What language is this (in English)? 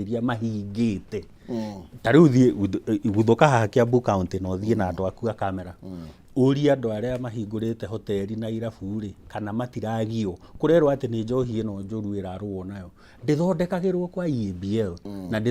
Kikuyu